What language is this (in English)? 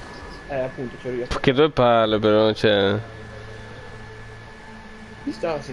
Italian